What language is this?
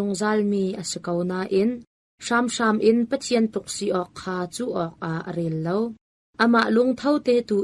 Hakha Chin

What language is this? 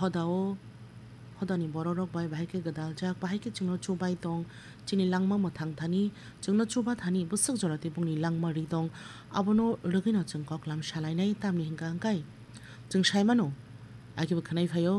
Kok Borok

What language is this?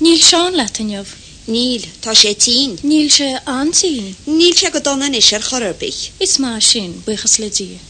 Irish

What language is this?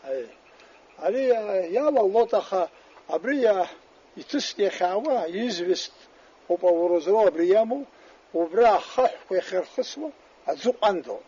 Abkhazian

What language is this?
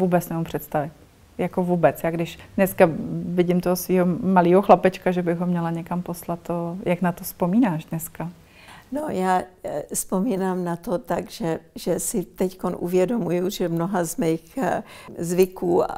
Czech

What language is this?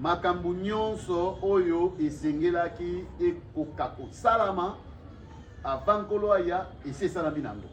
Lingala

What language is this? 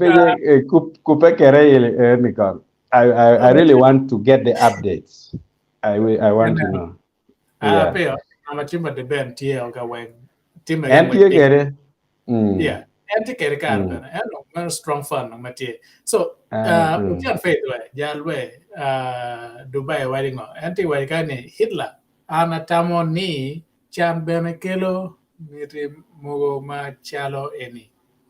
Acoli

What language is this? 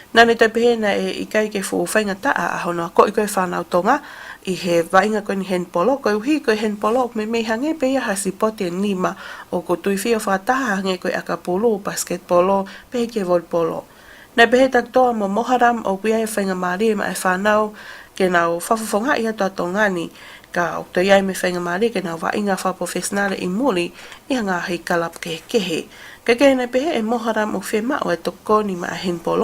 Tongan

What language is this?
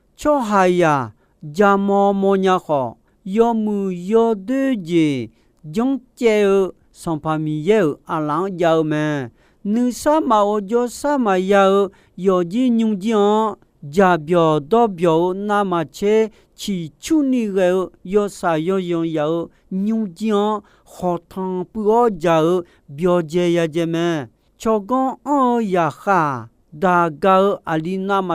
Akha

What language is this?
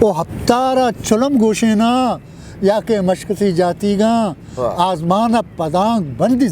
Eastern Balochi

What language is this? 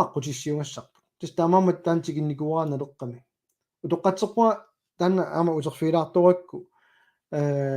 Kalaallisut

